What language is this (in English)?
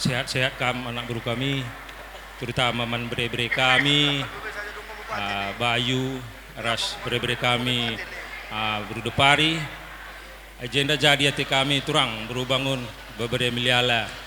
Batak Karo